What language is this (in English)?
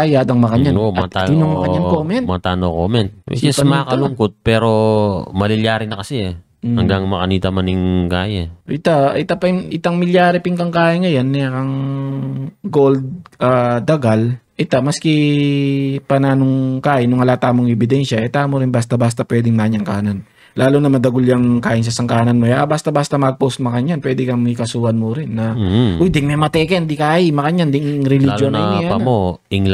Pampanga